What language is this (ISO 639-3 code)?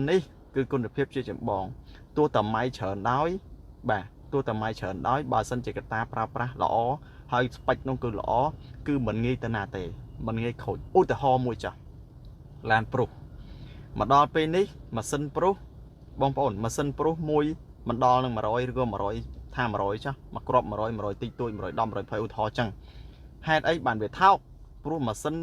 khm